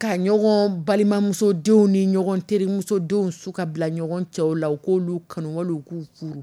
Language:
Dyula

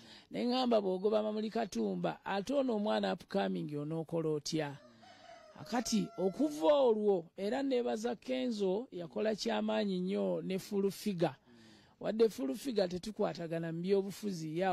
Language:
Ganda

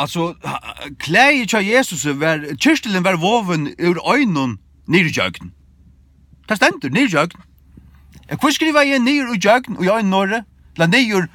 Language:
Faroese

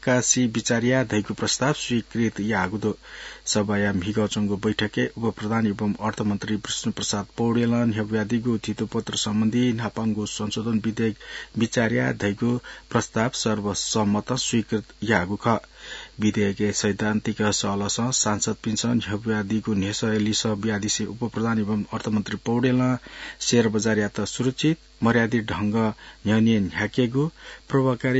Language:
Newari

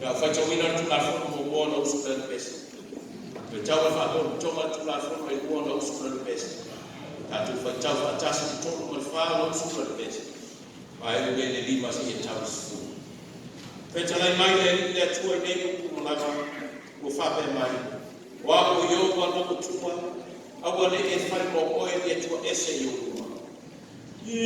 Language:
Samoan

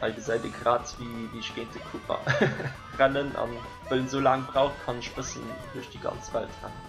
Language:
Luxembourgish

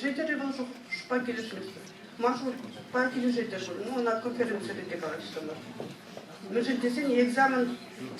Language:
Chuvash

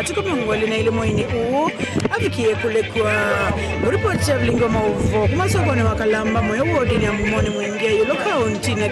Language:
Kamba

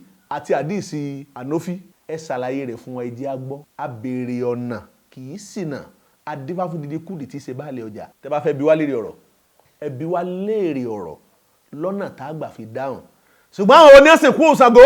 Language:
Yoruba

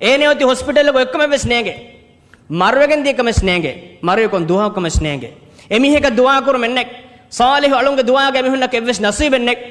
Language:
Divehi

